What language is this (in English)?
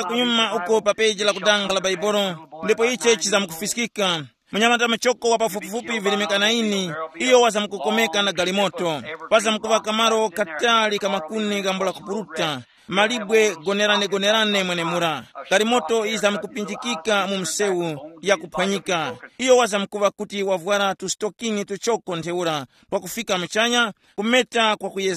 Tumbuka